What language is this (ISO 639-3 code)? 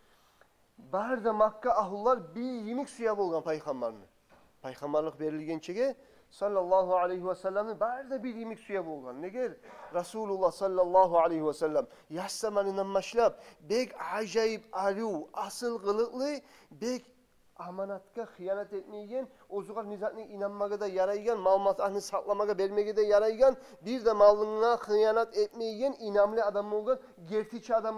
kum